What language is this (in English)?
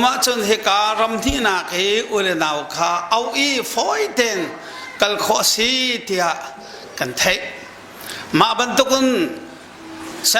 Hakha Chin